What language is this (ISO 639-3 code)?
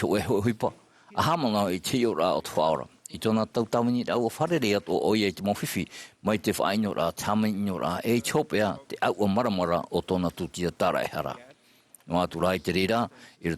tah